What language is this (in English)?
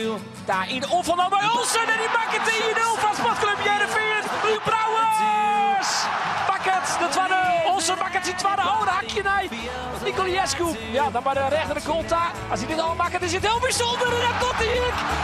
Western Frisian